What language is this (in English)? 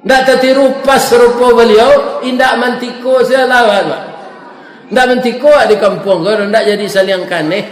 Minangkabau